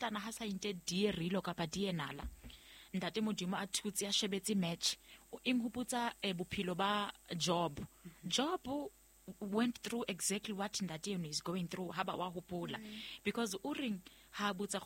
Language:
Southern Sotho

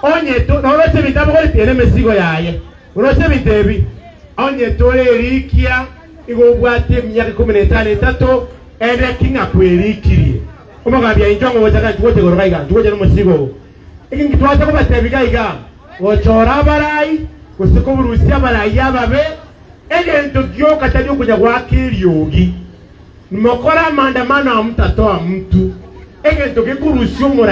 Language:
Gusii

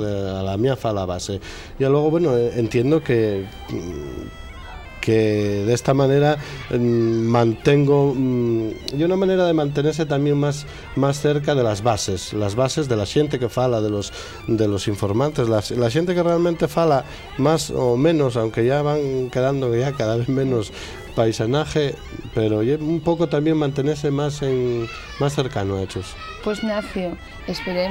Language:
Asturian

